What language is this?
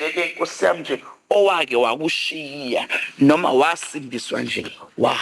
Zulu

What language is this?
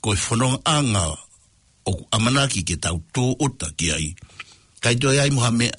Tongan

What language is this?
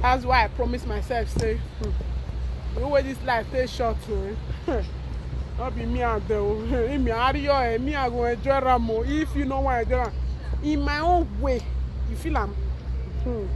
Nigerian Pidgin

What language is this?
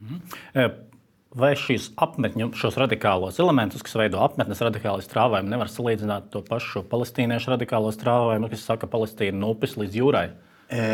Latvian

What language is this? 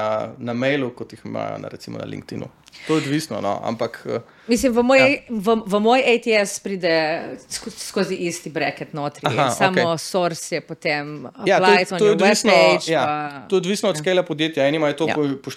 Slovenian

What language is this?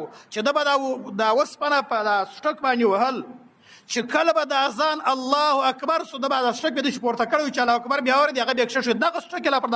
Pashto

